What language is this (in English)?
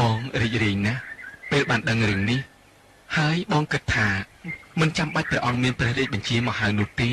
Khmer